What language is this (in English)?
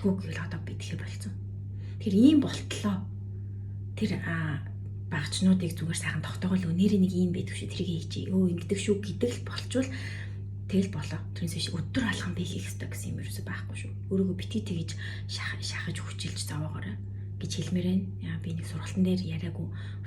Mongolian